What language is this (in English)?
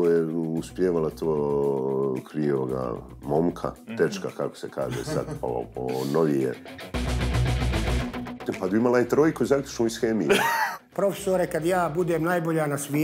Serbian